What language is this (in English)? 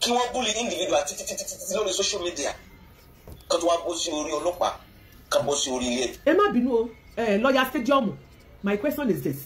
Yoruba